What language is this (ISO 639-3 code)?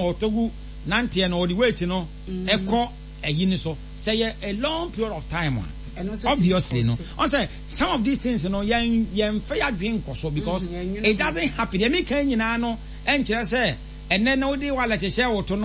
aka